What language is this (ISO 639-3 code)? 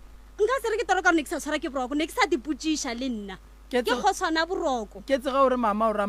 nso